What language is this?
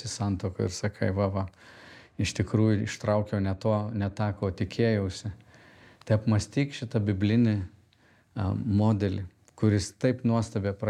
Lithuanian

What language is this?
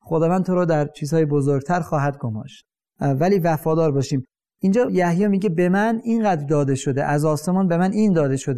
Persian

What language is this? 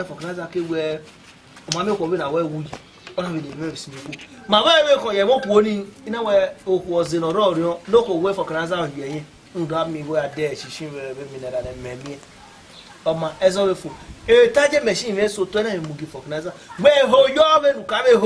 Bini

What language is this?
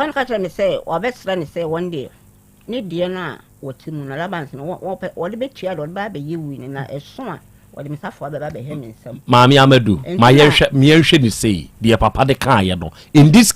Akan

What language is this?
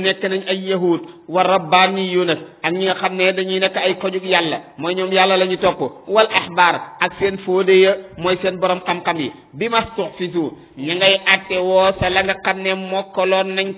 Wolof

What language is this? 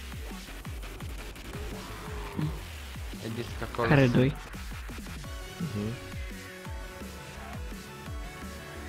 Romanian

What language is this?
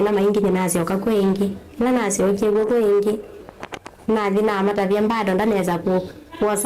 Kamba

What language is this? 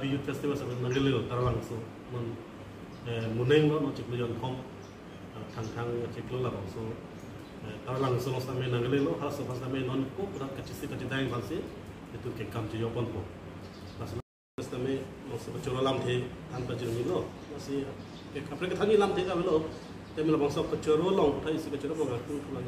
Karbi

